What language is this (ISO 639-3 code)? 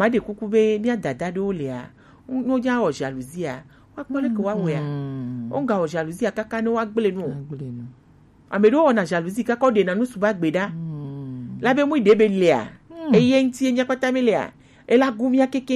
gej